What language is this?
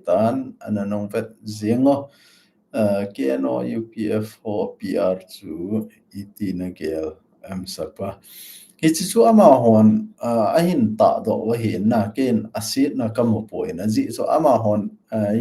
Thado Chin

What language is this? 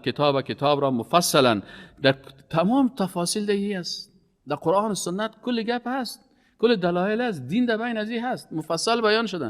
Persian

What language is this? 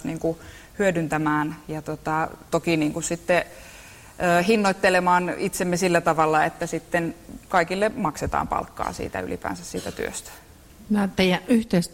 Finnish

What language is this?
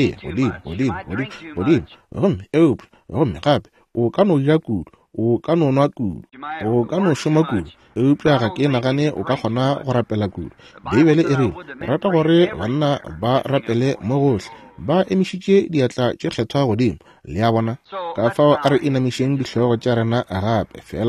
Northern Sotho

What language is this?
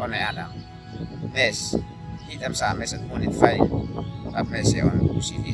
Uab Meto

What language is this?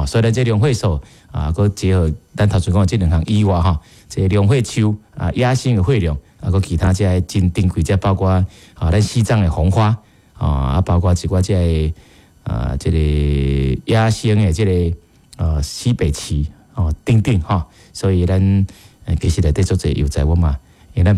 Min Nan Chinese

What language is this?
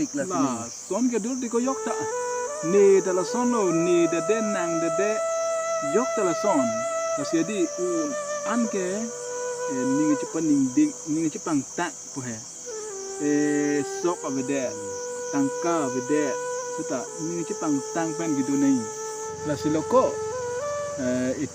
Karbi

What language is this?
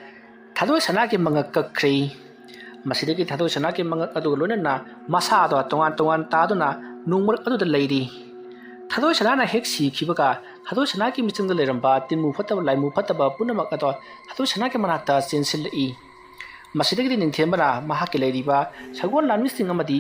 Manipuri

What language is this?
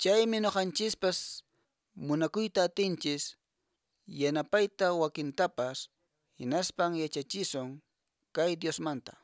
Quechua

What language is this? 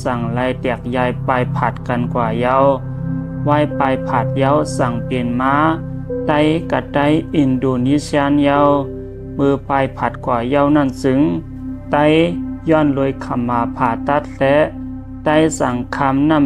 Shan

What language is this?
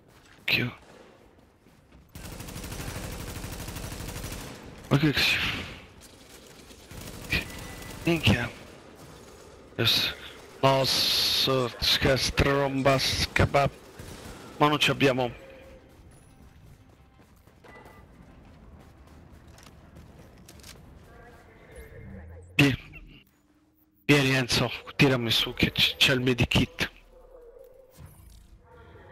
Italian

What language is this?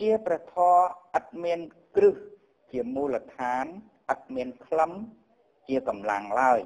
Khmer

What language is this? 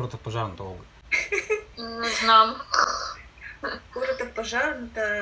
Bulgarian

